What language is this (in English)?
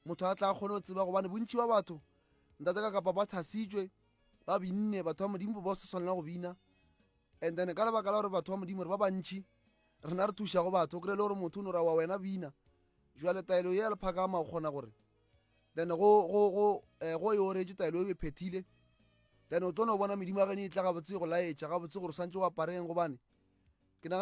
Northern Sotho